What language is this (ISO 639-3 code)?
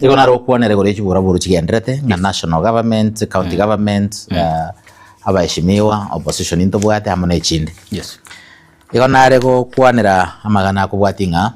guz